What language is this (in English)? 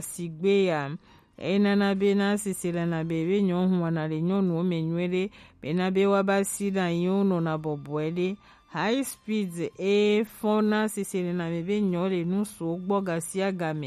Gen